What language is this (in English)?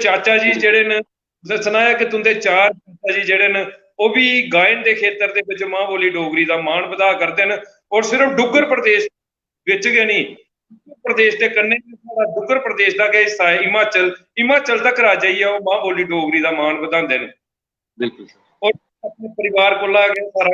Dogri